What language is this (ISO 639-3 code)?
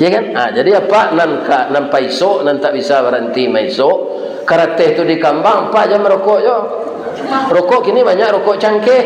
min